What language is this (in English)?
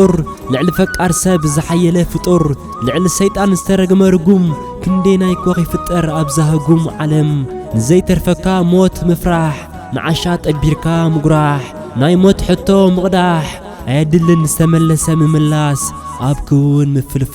Tigrinya